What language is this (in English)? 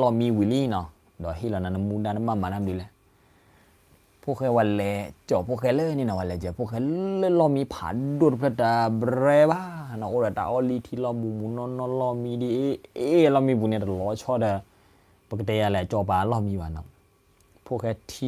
S'gaw Karen